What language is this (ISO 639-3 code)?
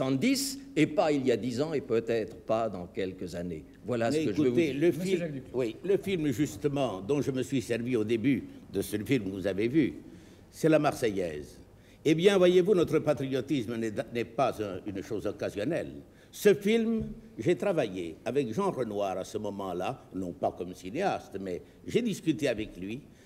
fra